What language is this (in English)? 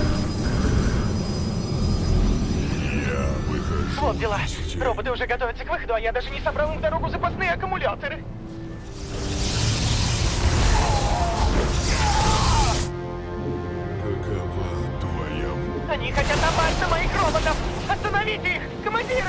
Russian